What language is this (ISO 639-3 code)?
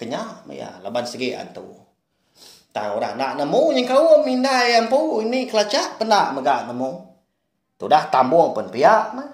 iba